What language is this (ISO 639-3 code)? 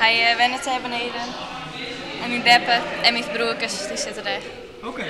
fry